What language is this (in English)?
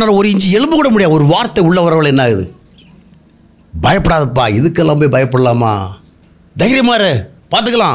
Tamil